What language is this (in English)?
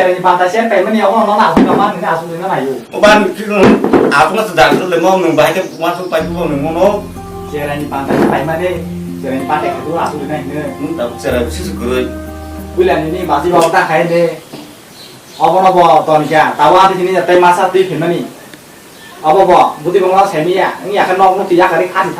Kok Borok